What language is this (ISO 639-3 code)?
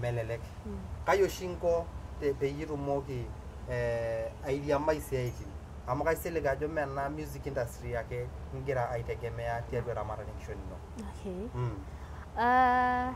mas